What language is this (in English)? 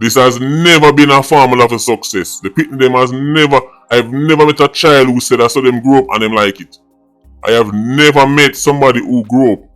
Jamaican Creole English